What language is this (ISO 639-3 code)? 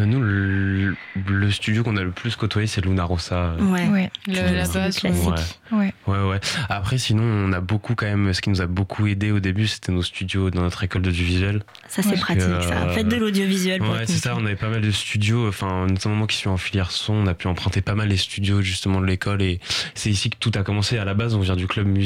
fra